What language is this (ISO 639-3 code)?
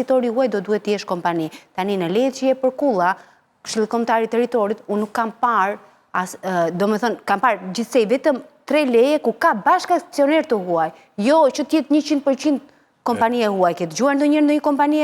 sqi